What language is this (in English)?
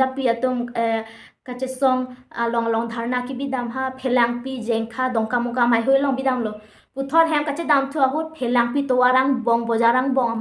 Karbi